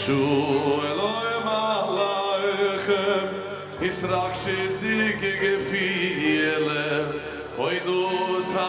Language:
Yiddish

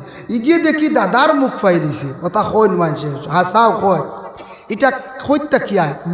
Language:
Sylheti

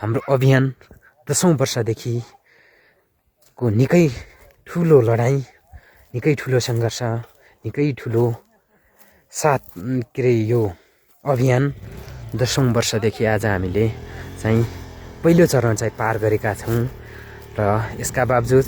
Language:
Nepali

